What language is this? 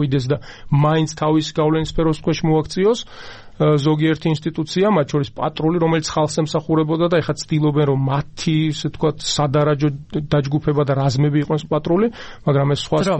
Georgian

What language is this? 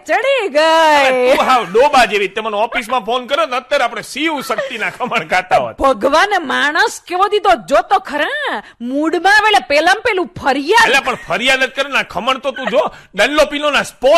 Gujarati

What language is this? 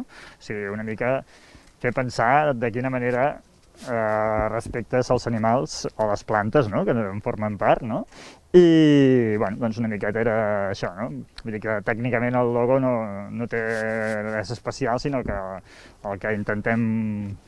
Catalan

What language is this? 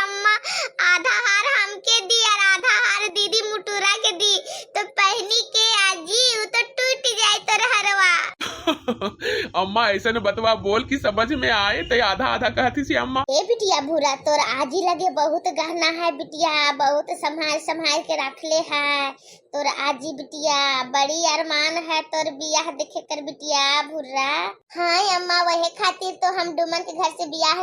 Bhojpuri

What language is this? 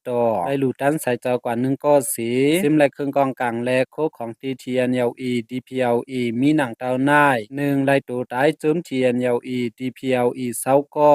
Shan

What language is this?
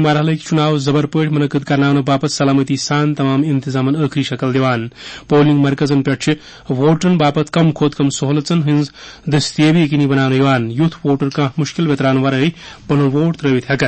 Kashmiri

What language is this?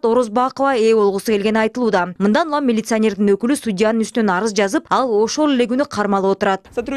Kyrgyz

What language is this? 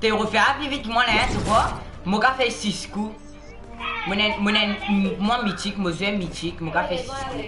Morisyen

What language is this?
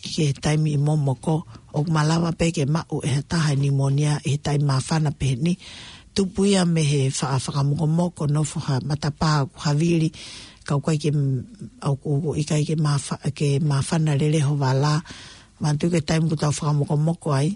Tongan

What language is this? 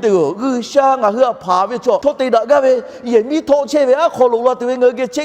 Lahu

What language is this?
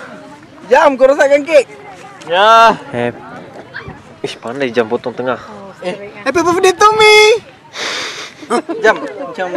Malay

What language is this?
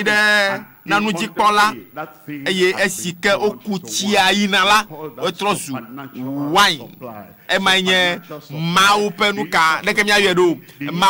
Ewe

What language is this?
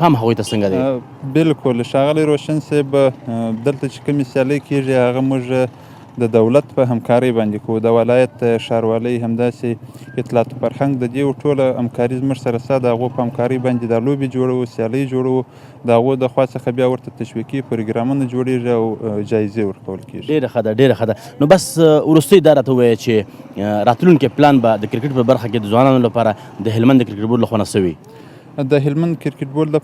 Pashto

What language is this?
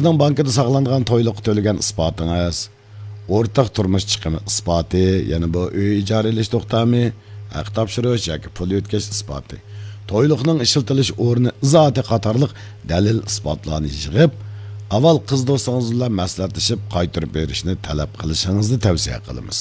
Uyghur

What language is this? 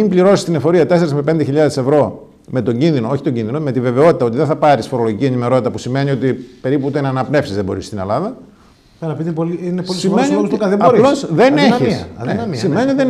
Greek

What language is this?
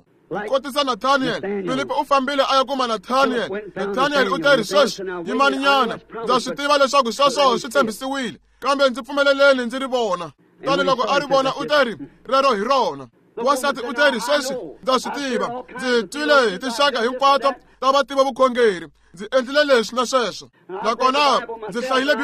Tsonga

